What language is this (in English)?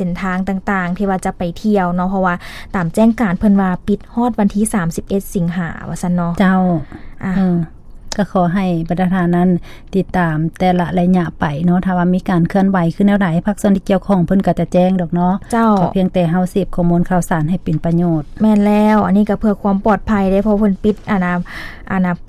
Lao